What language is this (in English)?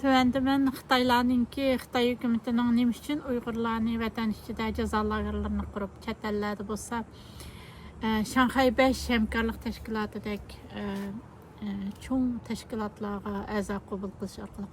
Uyghur